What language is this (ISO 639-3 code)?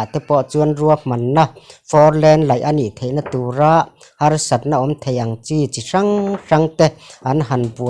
lus